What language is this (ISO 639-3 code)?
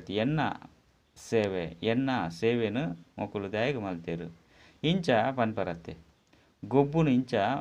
tcy